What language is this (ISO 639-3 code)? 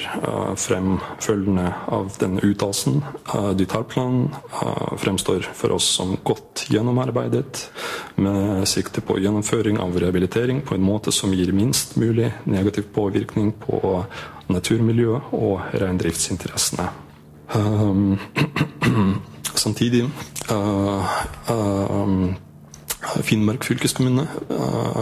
nor